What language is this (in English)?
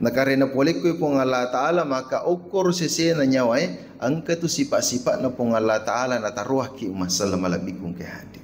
Buginese